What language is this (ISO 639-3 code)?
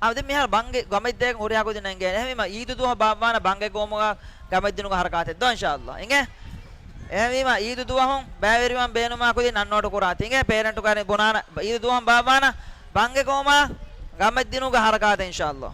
div